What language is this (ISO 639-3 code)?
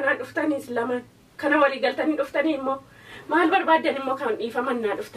orm